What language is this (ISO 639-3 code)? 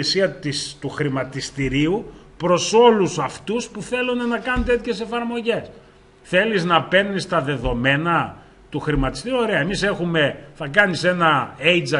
ell